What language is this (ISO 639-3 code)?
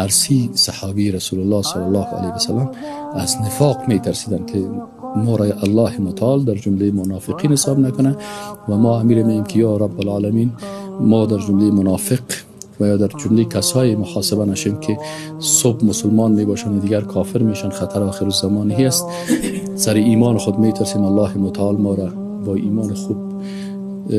fas